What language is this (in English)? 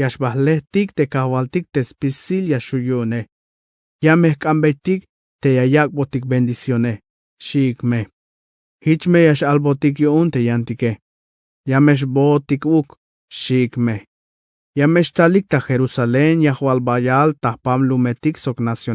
Tzeltal